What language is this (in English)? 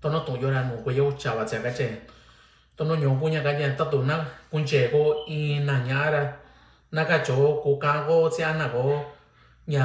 Mixtepec Mixtec